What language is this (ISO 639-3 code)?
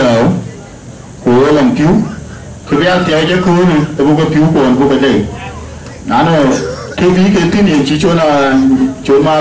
din